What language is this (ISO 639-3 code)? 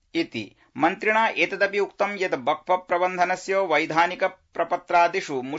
san